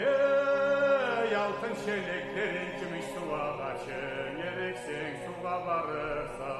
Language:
Karachay-Balkar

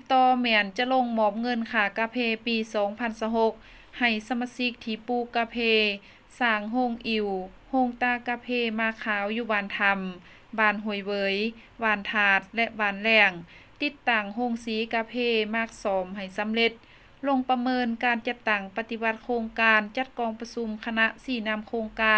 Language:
Lao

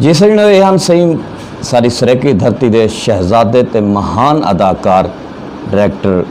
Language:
Saraiki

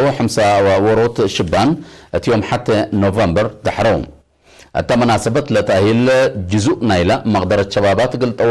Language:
Tigre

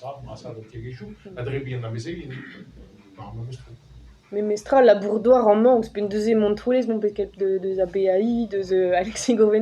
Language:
Breton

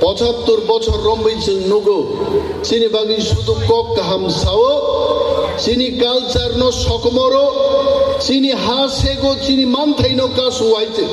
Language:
Kok Borok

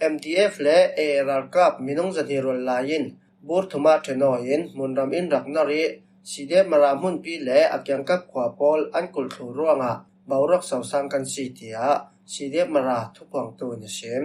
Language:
Falam Chin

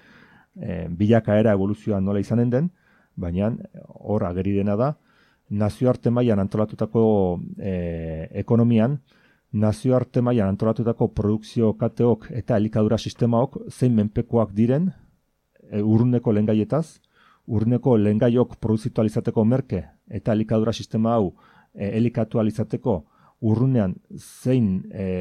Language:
Basque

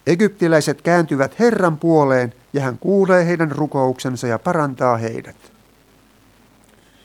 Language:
Finnish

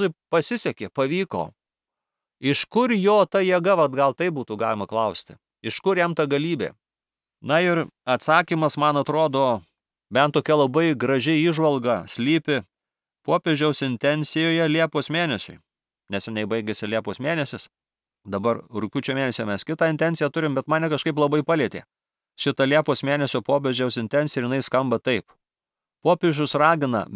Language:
Lithuanian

